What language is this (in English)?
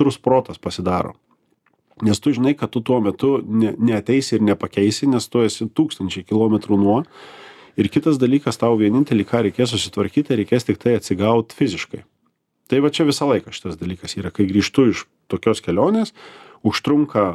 Lithuanian